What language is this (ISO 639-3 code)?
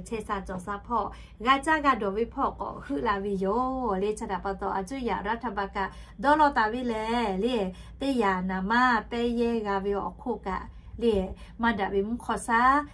lhu